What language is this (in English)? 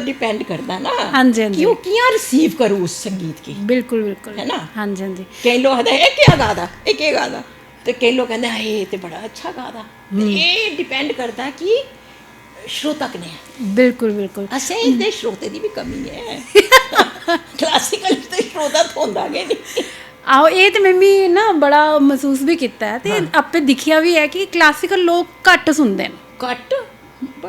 Dogri